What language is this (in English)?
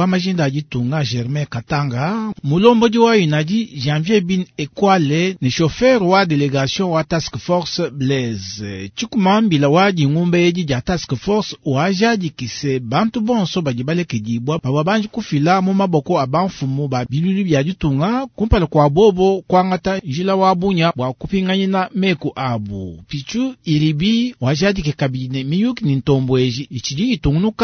Luba-Lulua